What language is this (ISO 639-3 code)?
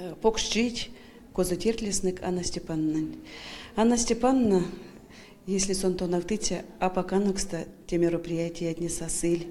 myv